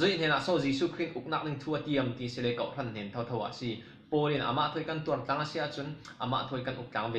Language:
Falam Chin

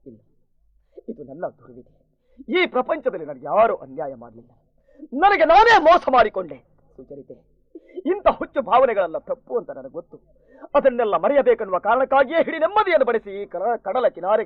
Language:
Kannada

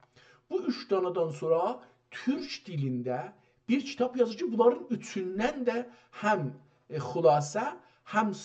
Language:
South Azerbaijani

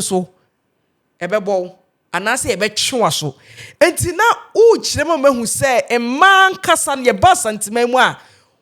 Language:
Akan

